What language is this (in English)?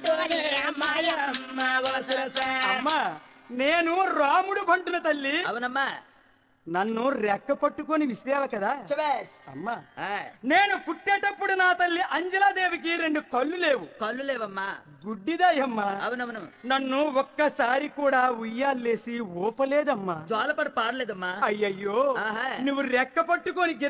Telugu